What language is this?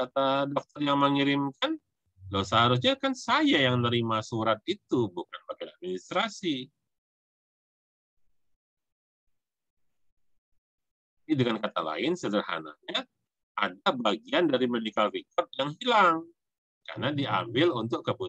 Indonesian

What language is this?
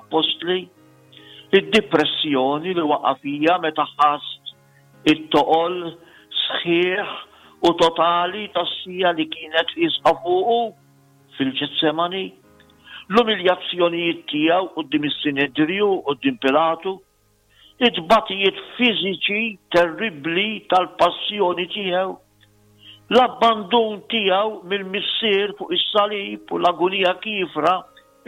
Maltese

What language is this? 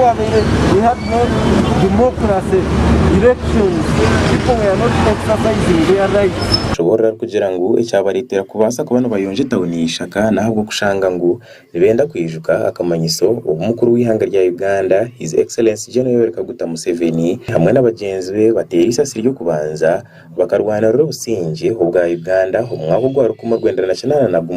Nyankole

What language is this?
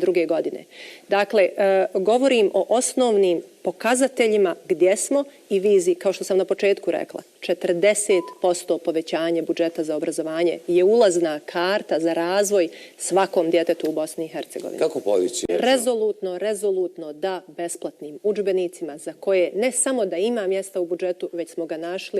Bosnian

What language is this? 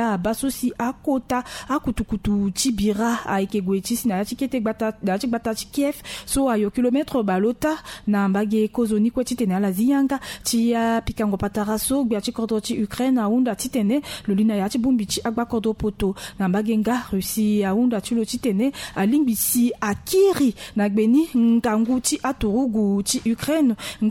Sango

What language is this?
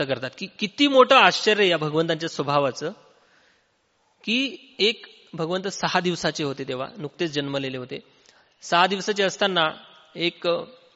Marathi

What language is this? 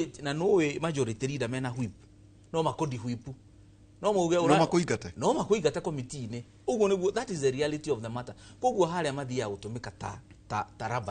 Kikuyu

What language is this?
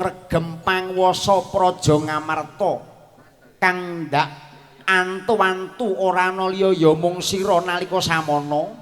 Javanese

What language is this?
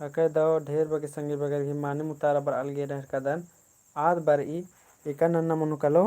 Kurukh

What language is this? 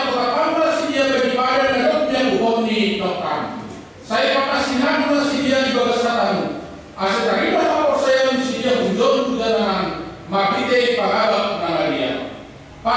Batak Simalungun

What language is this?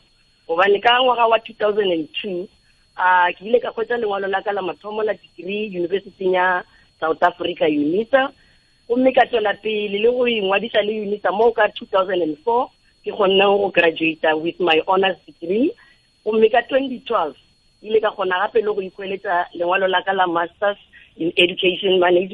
Northern Sotho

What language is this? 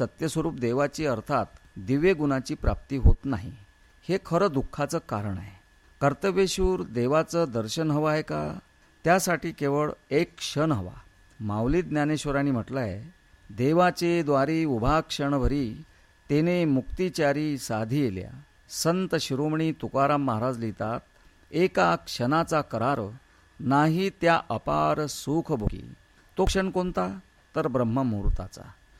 Marathi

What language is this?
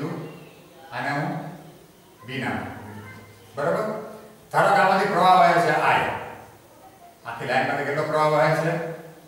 Gujarati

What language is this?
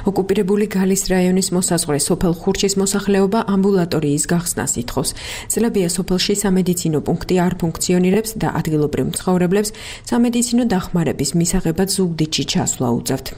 Georgian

